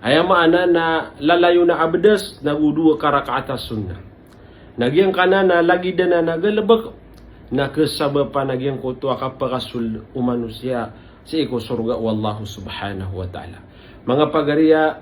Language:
Maranao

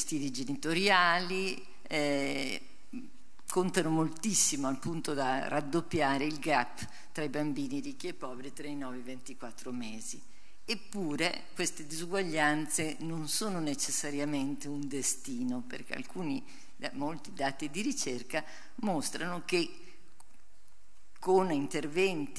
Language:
Italian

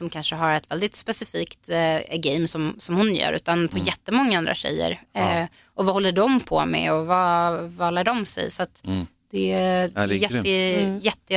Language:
Swedish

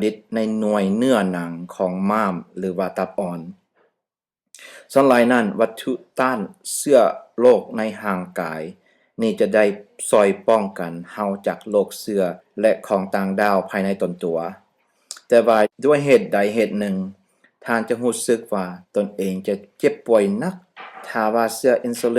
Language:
Lao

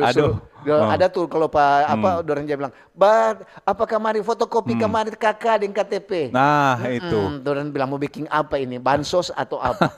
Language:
Manado Malay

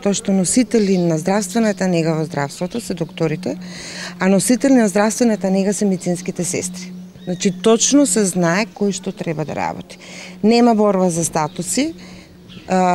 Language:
Macedonian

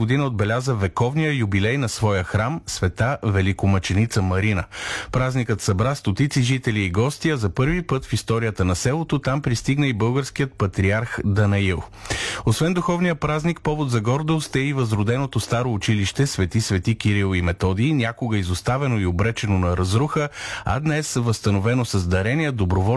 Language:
Bulgarian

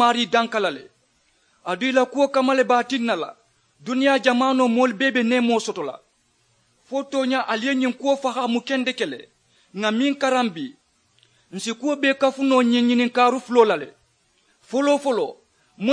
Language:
Mandingo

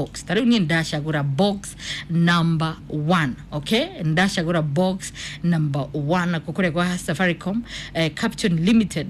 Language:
Kikuyu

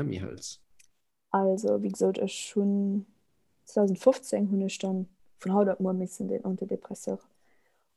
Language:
Luxembourgish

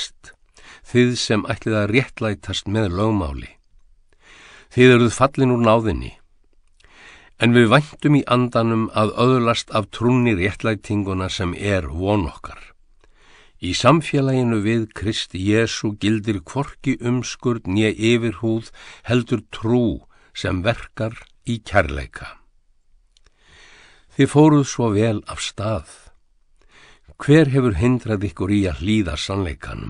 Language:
Icelandic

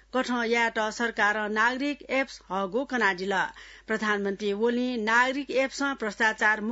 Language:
Newari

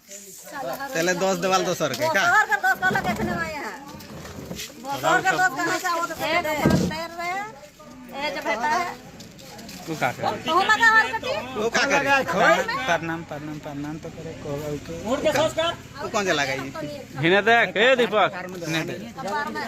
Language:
Maithili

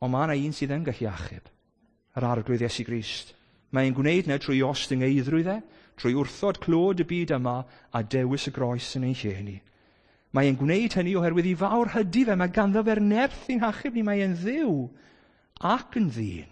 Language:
Welsh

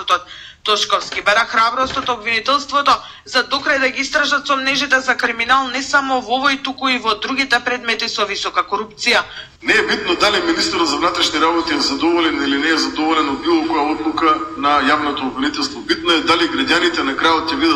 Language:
Macedonian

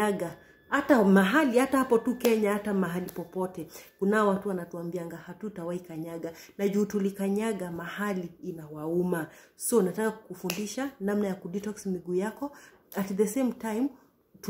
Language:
Swahili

